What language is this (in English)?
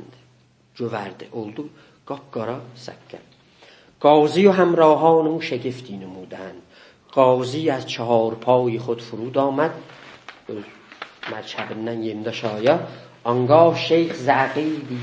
South Azerbaijani